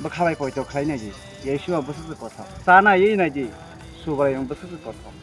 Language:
Kok Borok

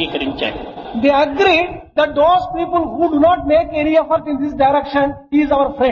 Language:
Telugu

